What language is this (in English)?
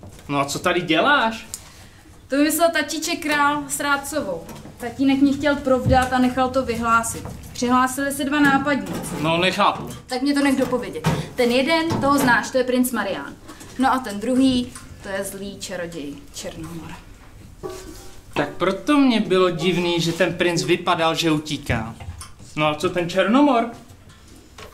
Czech